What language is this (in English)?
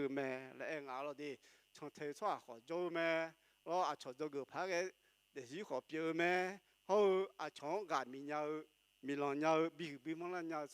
Akha